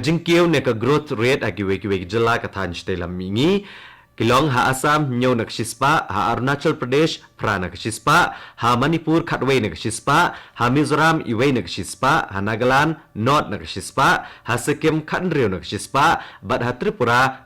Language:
Khasi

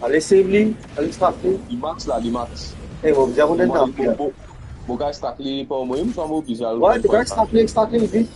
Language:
Morisyen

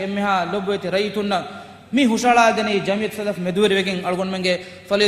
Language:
Divehi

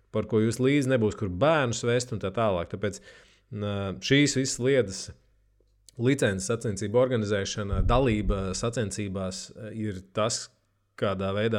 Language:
Latvian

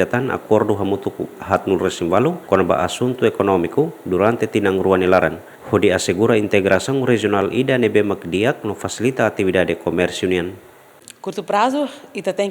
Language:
Tetum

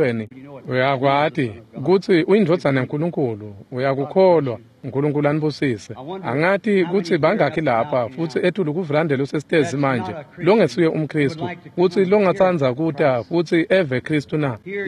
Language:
Swati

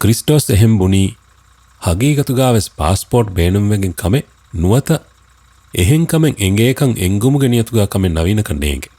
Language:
Divehi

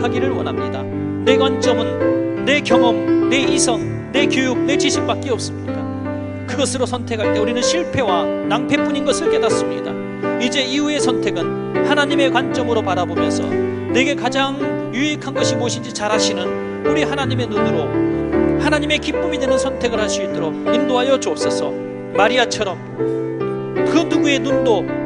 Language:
Korean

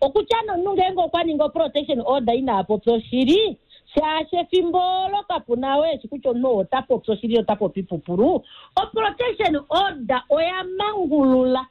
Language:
Kuanyama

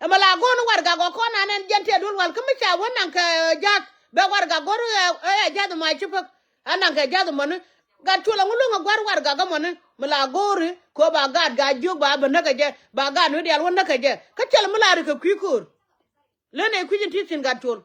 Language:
Nuer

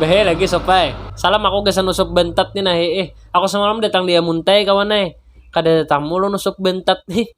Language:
Banjar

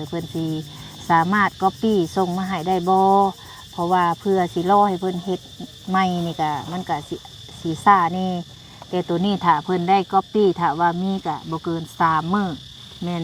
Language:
Lao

